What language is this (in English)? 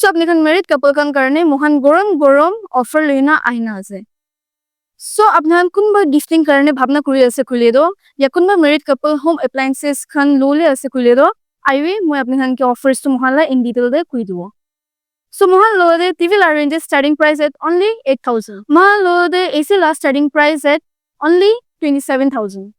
Naga Pidgin